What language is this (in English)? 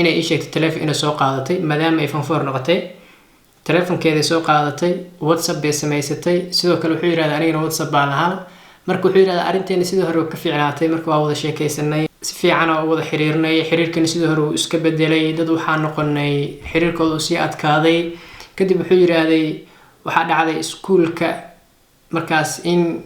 Somali